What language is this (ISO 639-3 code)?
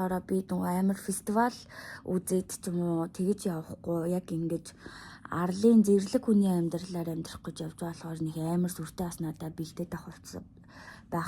mon